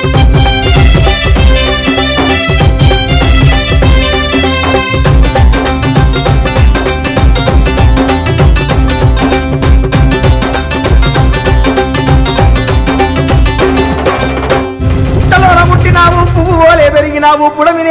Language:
Telugu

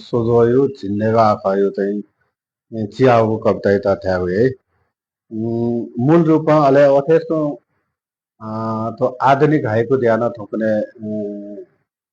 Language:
Newari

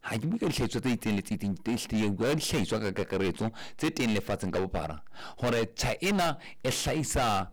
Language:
Southern Sotho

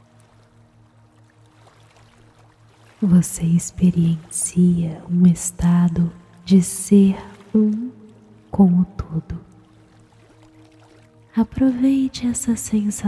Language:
Portuguese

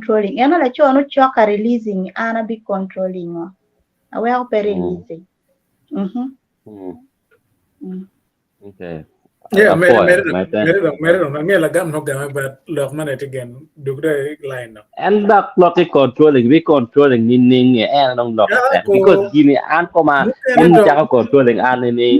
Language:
Acoli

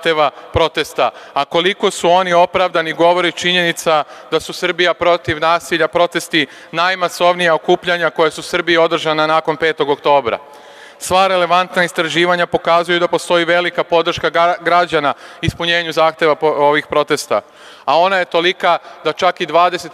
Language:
Serbian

